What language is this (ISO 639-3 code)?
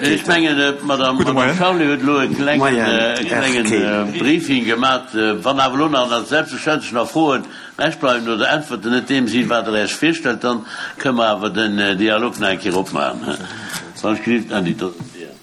ltz